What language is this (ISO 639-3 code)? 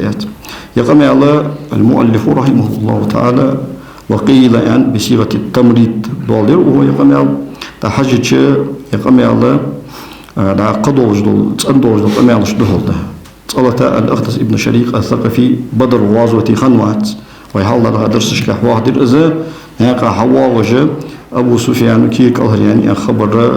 inh